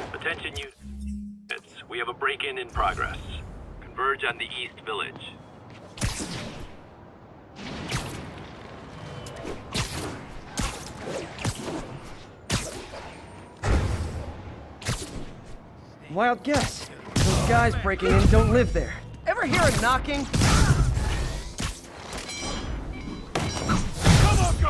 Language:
English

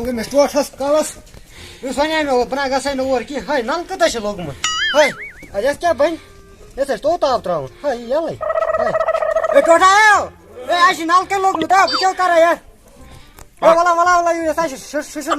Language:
Kashmiri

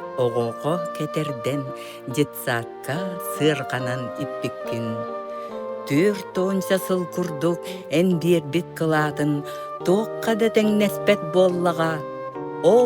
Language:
Yakut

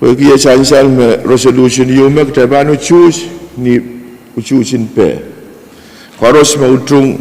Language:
Pohnpeian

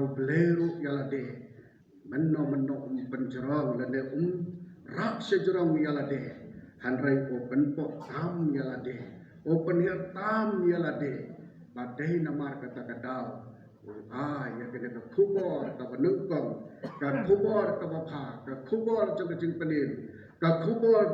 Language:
Khasi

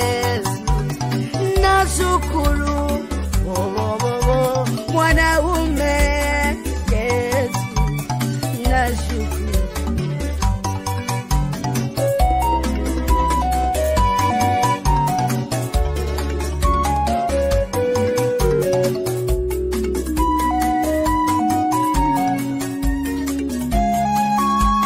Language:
Swahili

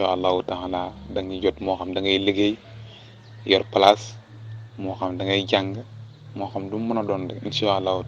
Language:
Wolof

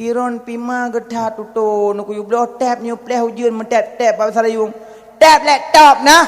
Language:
Achinese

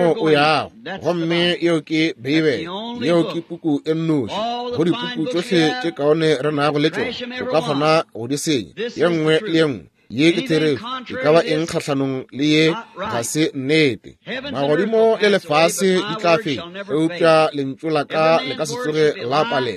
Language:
Northern Sotho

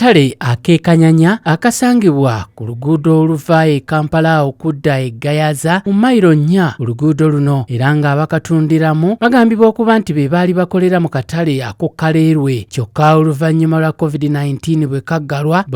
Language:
Ganda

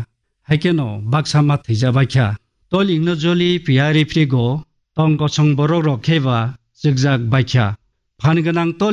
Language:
Kok Borok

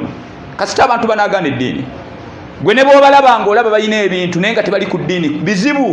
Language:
Ganda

